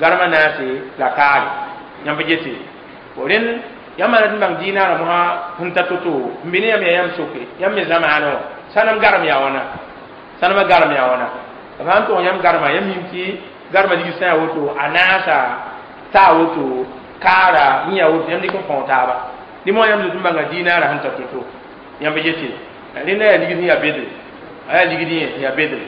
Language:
Mossi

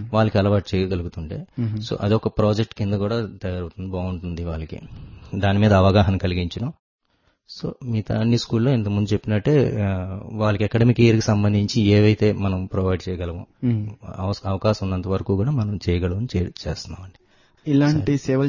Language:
Telugu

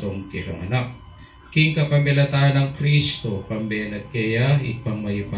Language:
Pampanga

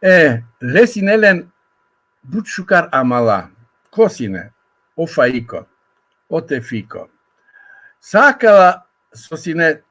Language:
Balkan Romani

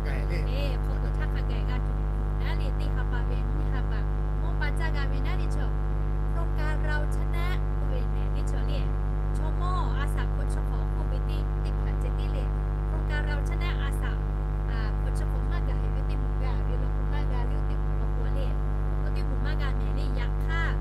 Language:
Lahu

